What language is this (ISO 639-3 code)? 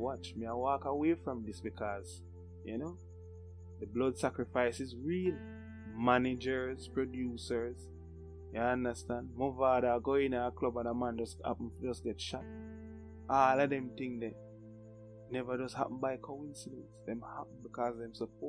jam